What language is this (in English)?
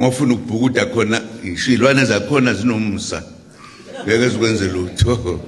Zulu